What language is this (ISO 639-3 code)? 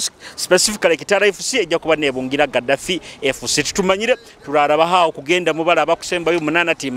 nyo